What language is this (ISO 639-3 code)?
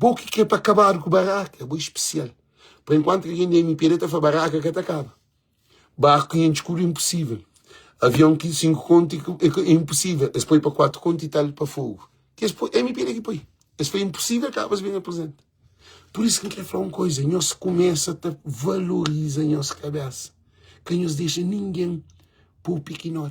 kea